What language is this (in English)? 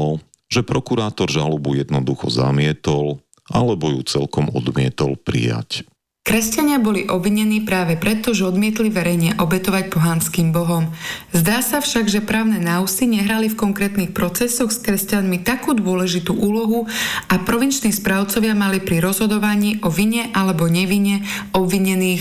Slovak